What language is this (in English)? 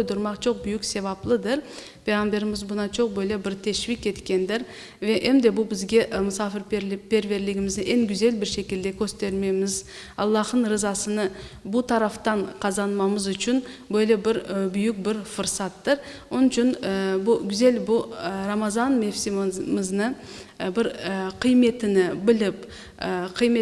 Crimean Tatar